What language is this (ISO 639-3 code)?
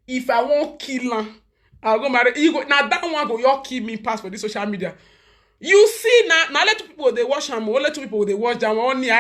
pcm